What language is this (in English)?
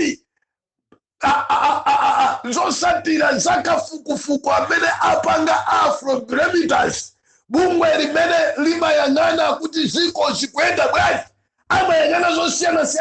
Nyanja